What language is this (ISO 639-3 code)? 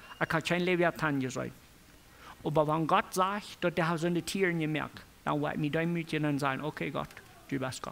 pdt